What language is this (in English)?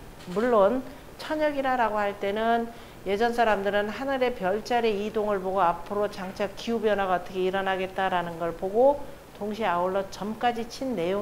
Korean